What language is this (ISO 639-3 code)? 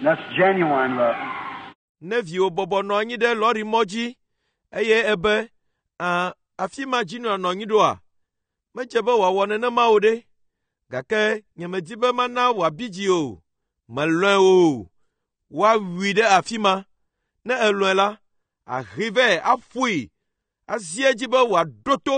ewe